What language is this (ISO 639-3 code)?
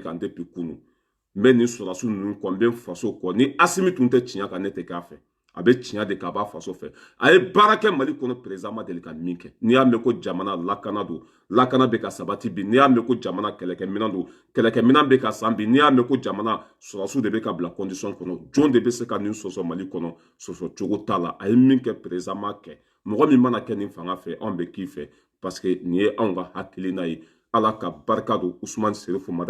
bam